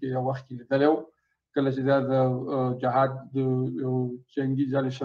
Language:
Pashto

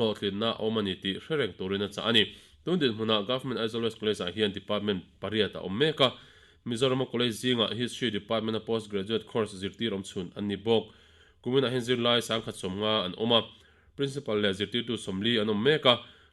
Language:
Mizo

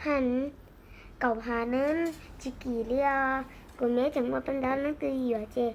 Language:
Hmong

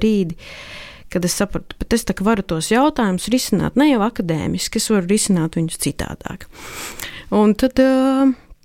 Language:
Latvian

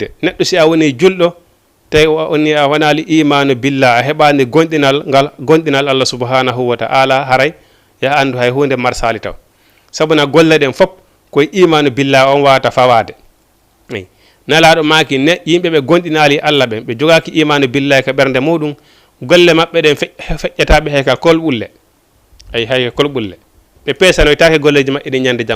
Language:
Fula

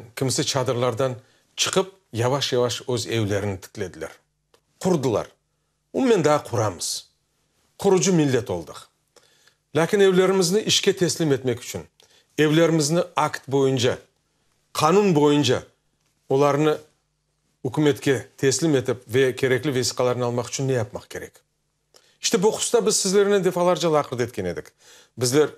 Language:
Crimean Tatar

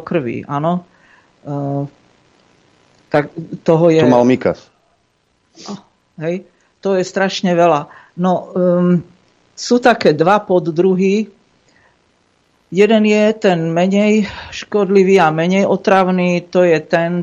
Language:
Slovak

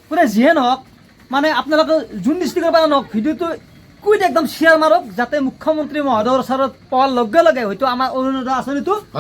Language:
Assamese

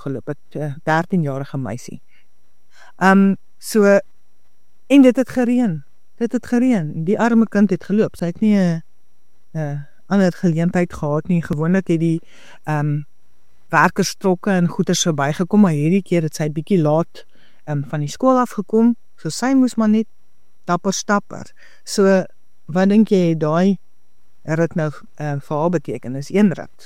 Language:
Afrikaans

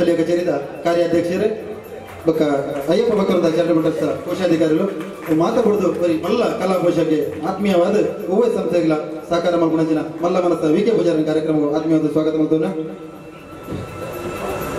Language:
Tulu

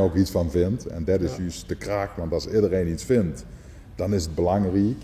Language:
Limburgish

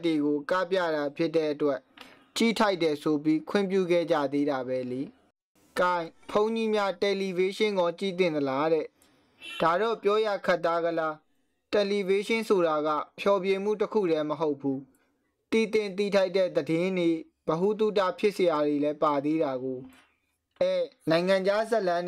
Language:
Burmese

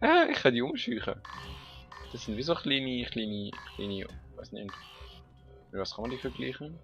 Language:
Swiss German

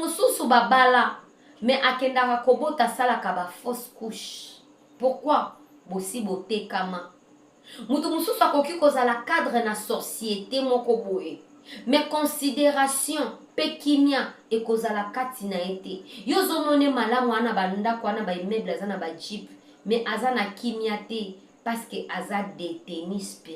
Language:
Lingala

